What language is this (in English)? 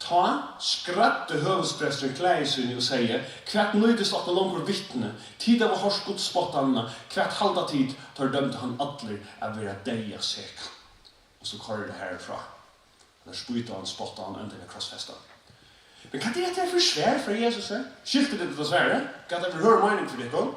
Faroese